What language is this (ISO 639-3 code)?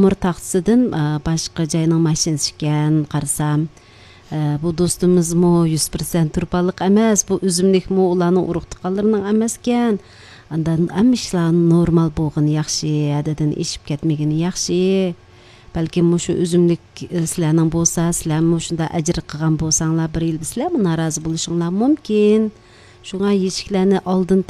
uig